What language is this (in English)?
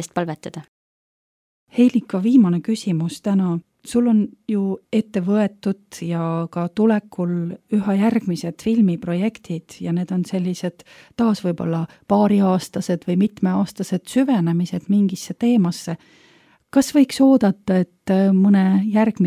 Estonian